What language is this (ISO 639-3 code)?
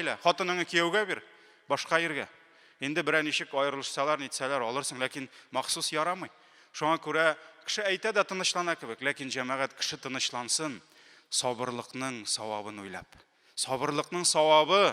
tat